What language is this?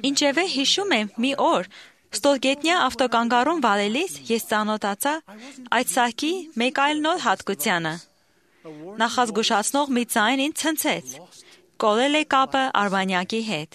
Armenian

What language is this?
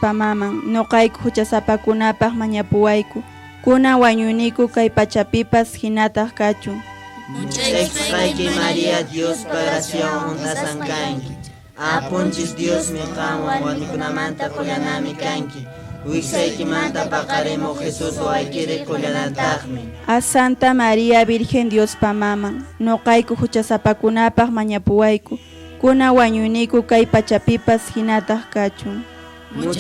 Quechua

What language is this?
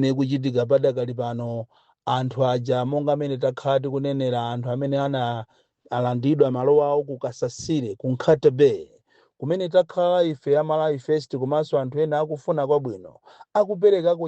Nyanja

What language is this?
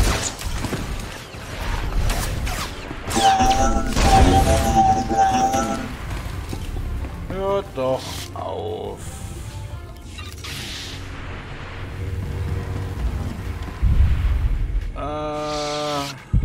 German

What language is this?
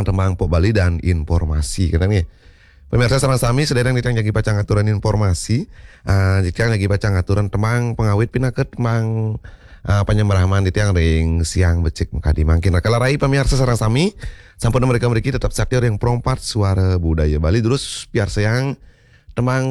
Balinese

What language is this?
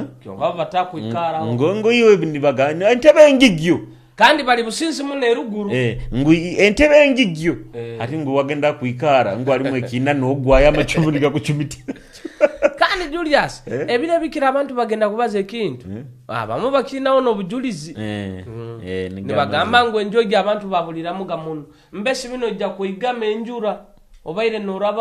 Nyoro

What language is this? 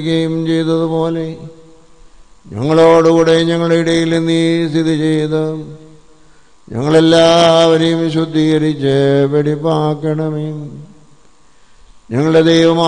Malayalam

